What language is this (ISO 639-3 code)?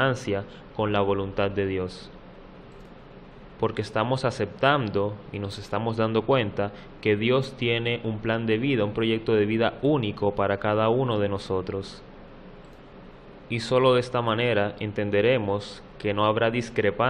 spa